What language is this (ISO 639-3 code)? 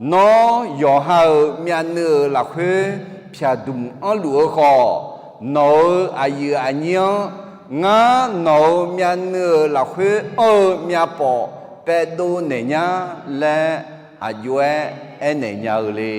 ahk